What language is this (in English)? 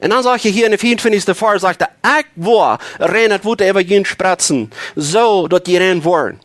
Plautdietsch